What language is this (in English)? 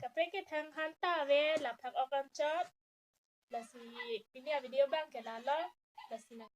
Karbi